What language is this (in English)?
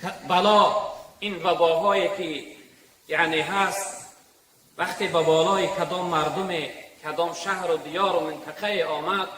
Tajik